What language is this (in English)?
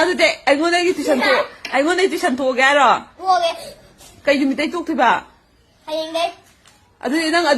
Manipuri